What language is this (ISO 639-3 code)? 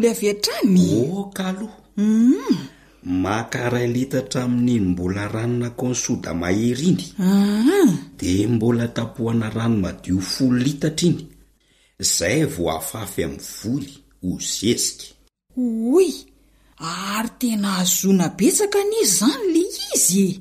mlg